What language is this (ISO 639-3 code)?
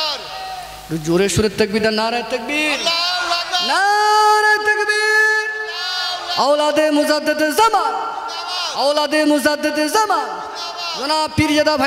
ben